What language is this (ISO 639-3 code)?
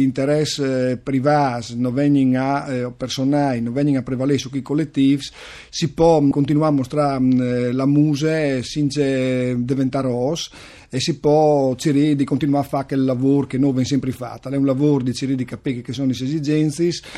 fur